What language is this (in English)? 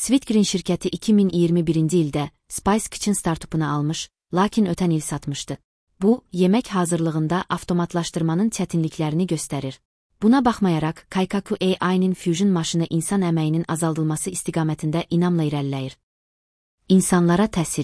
Azerbaijani